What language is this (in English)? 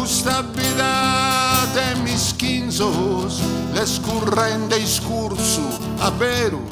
Sardinian